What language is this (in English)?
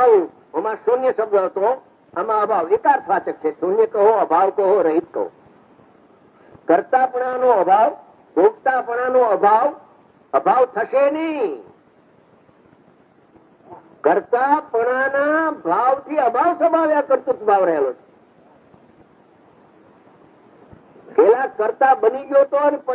Gujarati